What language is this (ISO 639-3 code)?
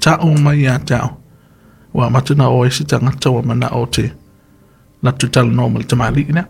smo